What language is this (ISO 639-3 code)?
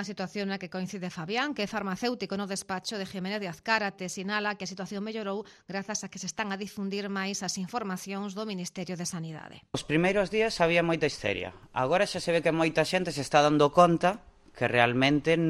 glg